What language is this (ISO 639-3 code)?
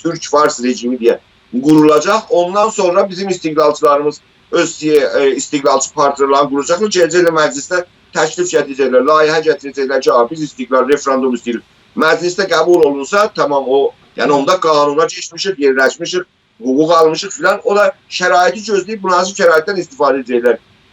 azb